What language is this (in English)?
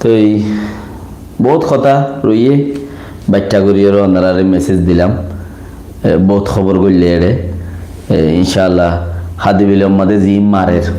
Rohingya